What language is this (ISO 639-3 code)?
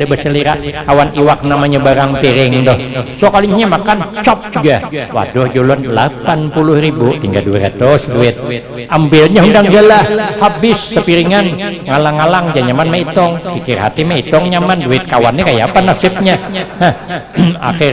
bjn